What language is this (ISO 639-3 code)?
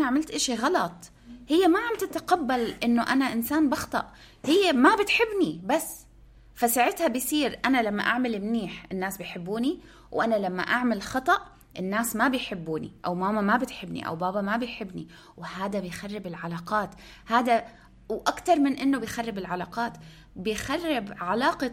apc